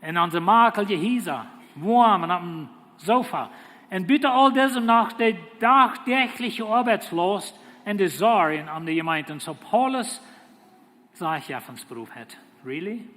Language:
Plautdietsch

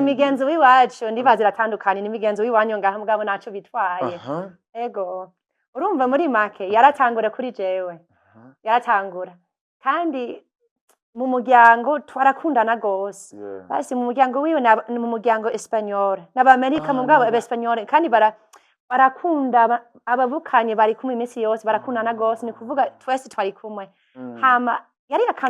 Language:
Rundi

